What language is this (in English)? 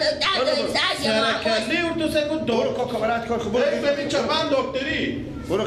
Persian